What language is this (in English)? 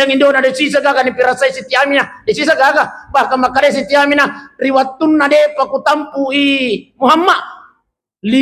Buginese